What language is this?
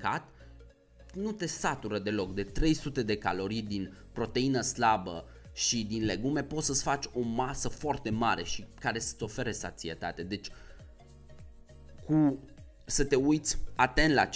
Romanian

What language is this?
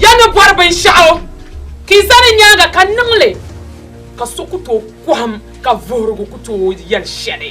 Dagbani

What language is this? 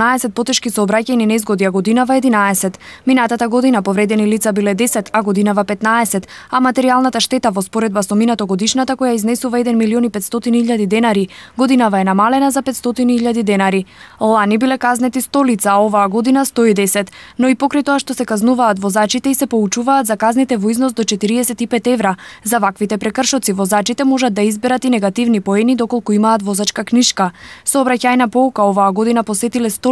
Macedonian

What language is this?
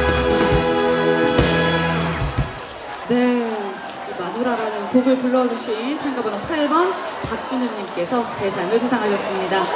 Korean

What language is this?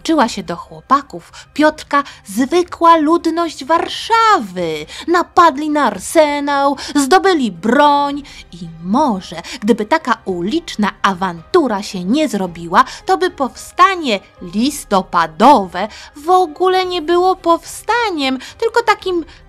Polish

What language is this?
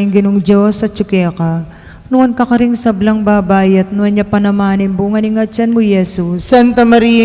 Pampanga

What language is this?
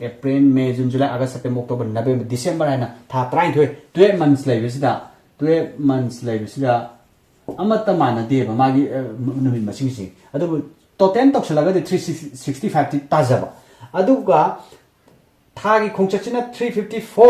Manipuri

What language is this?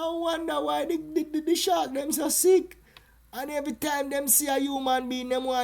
Jamaican Creole English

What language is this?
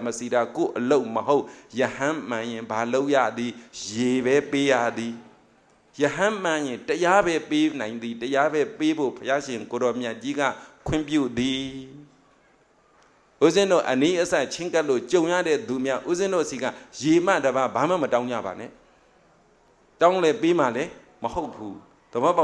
Burmese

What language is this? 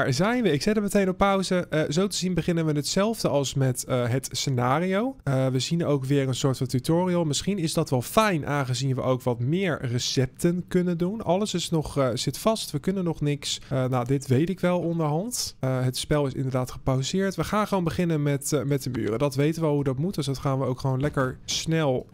Dutch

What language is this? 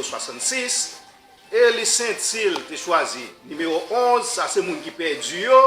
Haitian Creole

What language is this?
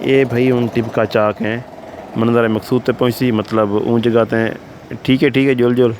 Saraiki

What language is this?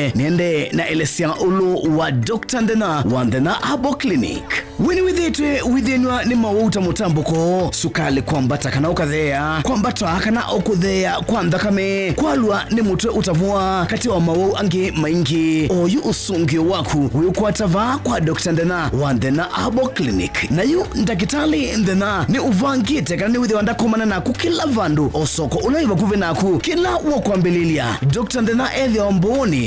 Kamba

